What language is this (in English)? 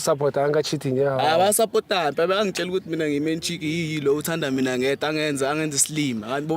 Zulu